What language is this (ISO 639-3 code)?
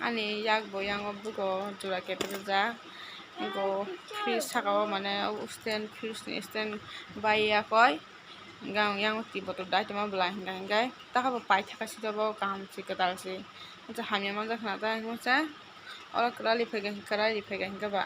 trp